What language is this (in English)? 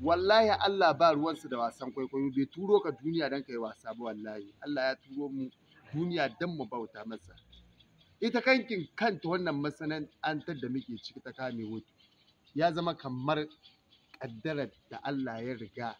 Hausa